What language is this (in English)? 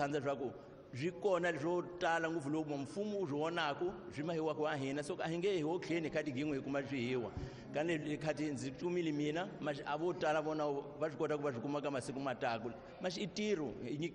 Tsonga